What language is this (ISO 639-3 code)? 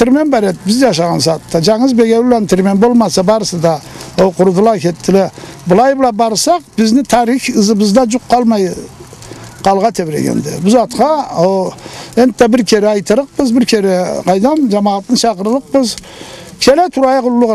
krc